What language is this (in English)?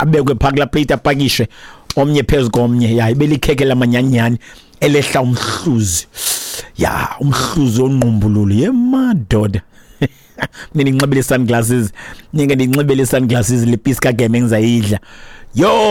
Xhosa